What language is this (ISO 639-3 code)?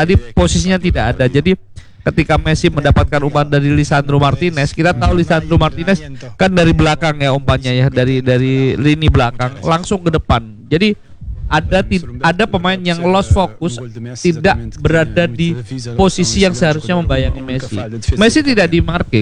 ind